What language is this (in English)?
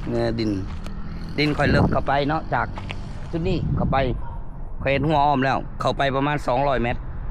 Lao